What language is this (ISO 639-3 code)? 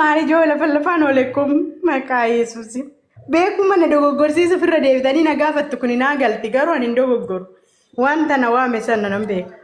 orm